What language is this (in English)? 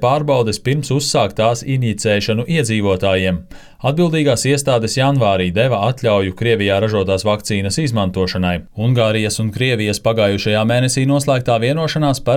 Latvian